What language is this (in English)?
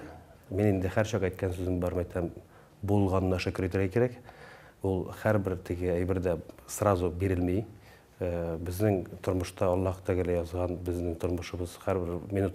Tatar